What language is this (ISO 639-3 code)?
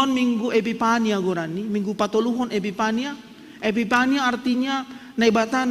bts